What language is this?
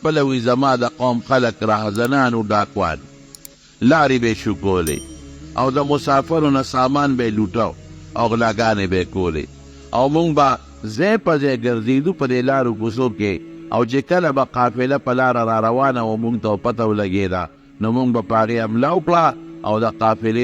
Pashto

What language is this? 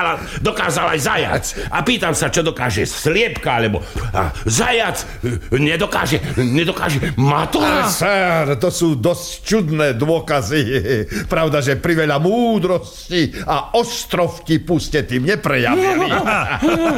Slovak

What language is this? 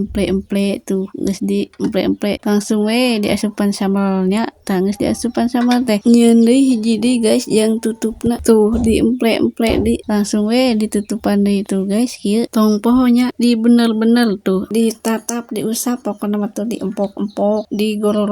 Sundanese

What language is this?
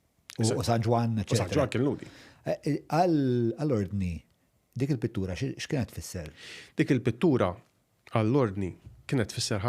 Maltese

